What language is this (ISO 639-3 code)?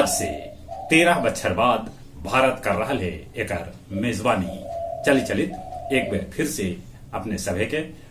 mag